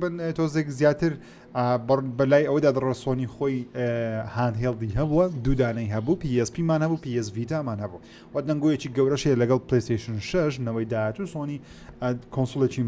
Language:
Central Kurdish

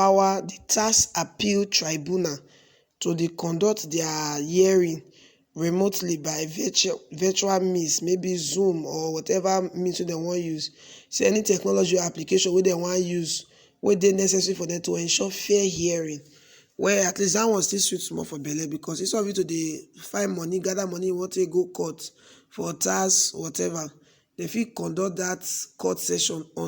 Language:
Nigerian Pidgin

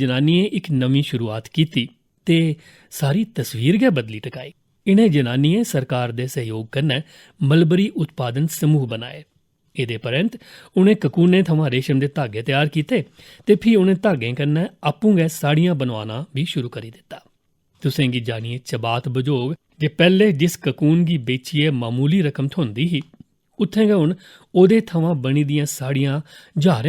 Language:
Dogri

